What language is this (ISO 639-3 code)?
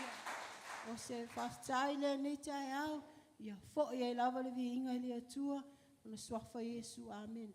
smo